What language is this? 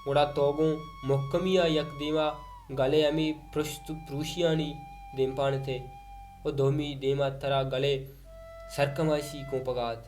Baluchi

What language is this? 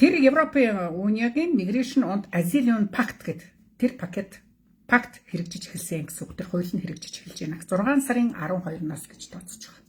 Mongolian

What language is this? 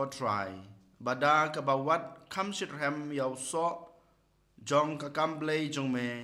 Khasi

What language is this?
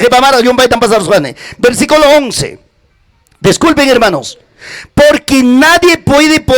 Ayacucho Quechua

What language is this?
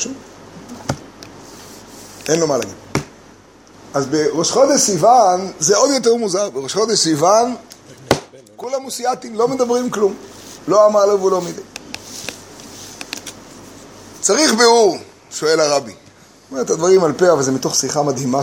Hebrew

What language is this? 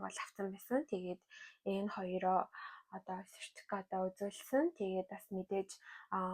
Mongolian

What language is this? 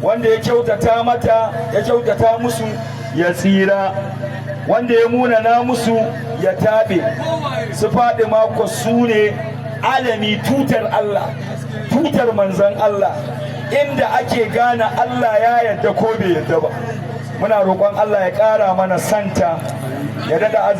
Hausa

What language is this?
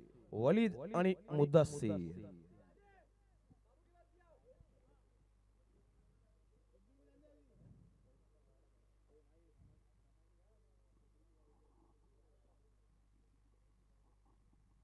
Marathi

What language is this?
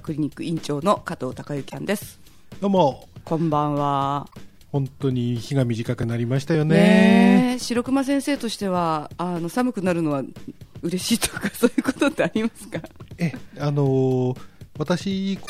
Japanese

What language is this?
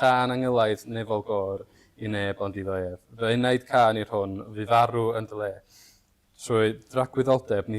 Welsh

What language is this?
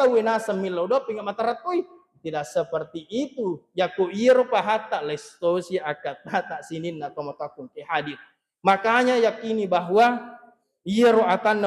Buginese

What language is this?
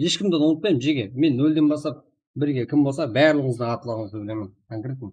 Kara-Kalpak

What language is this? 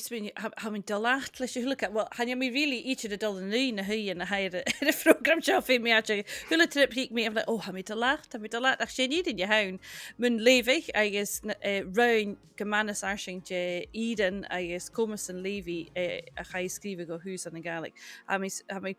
Scottish Gaelic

